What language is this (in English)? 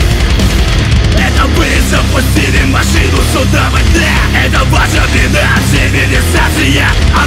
Russian